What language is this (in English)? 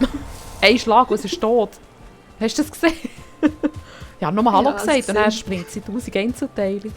Swiss German